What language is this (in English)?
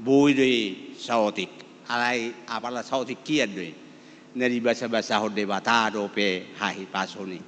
Batak Toba